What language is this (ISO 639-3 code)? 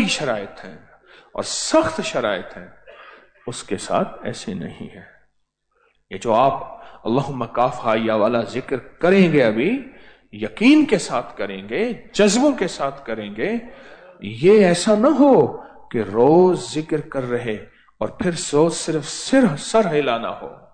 urd